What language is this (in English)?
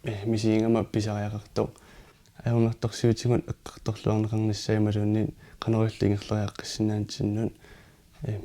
Kalaallisut